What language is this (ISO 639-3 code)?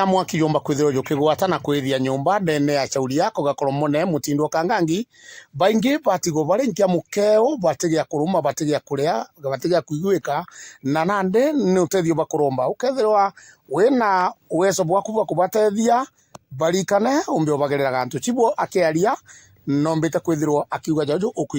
mer